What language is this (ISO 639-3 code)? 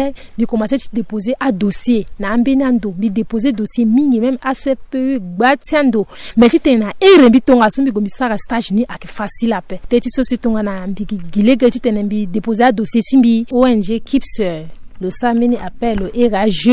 sag